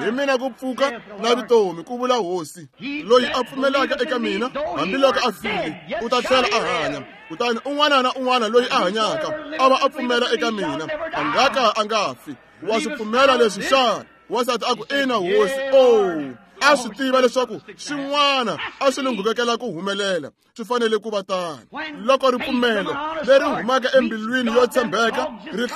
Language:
Tsonga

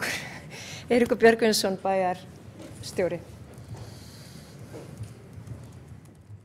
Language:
Icelandic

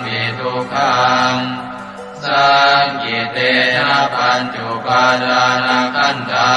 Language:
Pali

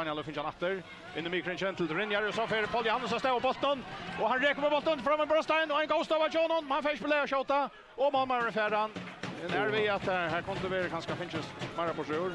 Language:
Faroese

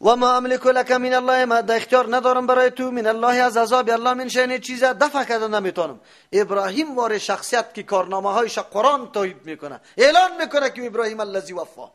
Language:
Persian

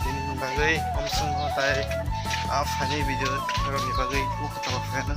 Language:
Kok Borok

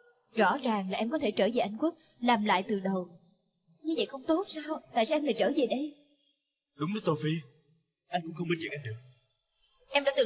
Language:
Vietnamese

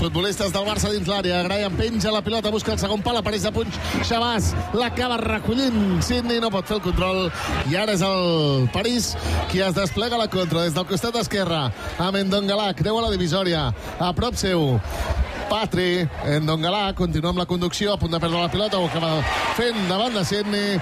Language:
Catalan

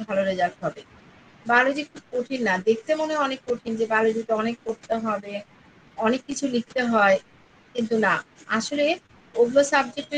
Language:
Bangla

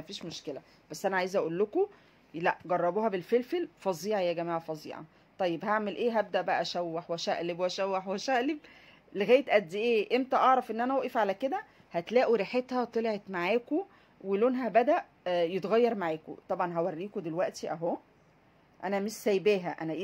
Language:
Egyptian Arabic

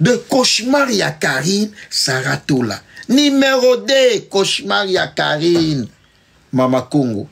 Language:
Lingala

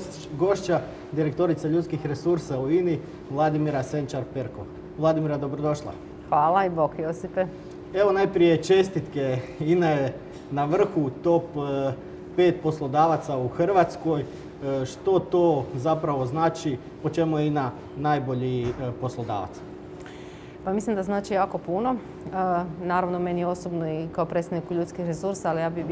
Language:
Croatian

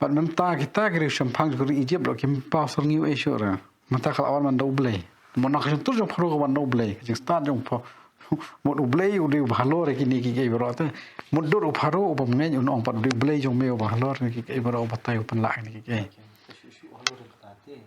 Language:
Khasi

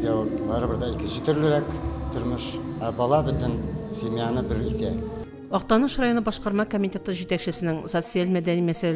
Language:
Tatar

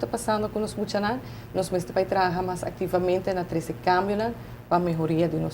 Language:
Papiamento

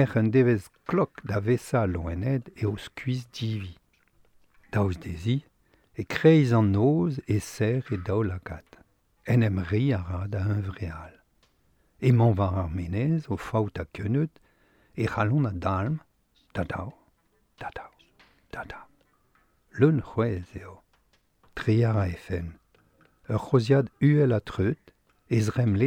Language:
Breton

